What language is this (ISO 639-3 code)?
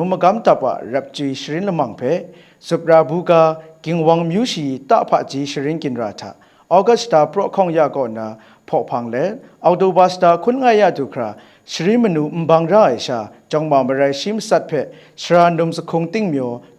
kac